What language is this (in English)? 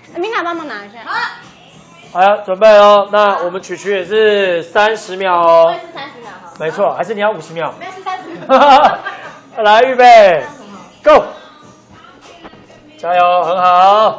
Chinese